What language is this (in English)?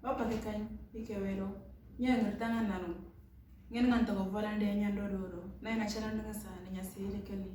Moro